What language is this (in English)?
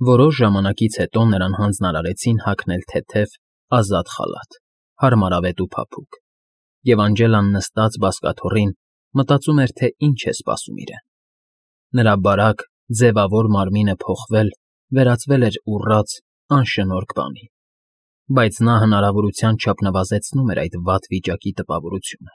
Armenian